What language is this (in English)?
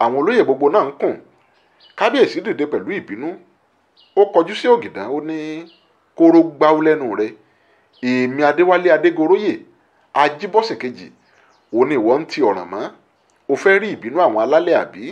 Yoruba